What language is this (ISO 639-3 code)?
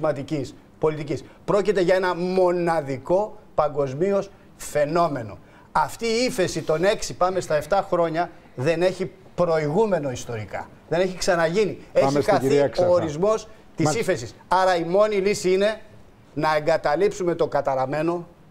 ell